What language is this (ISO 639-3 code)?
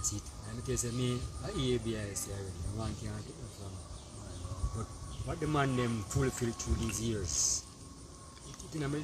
jam